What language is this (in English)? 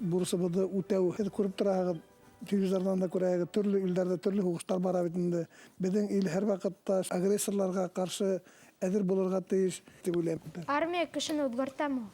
Bashkir